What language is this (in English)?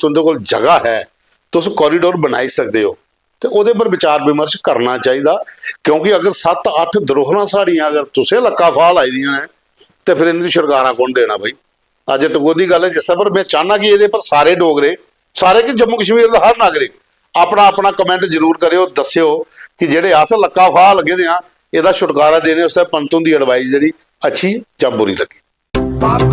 Dogri